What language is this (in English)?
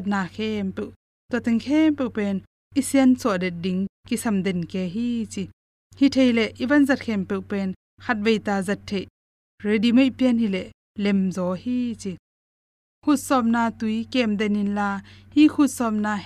Tedim Chin